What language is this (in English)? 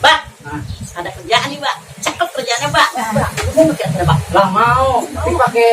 Betawi